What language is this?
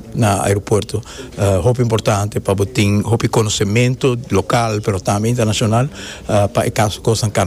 Papiamento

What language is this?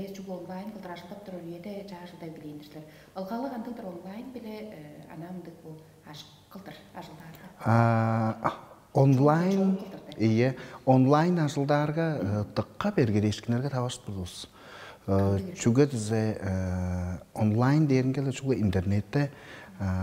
Tuvinian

